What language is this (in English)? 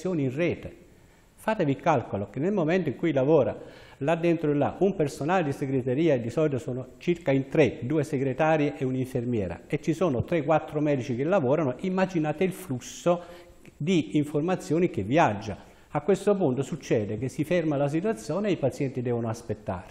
Italian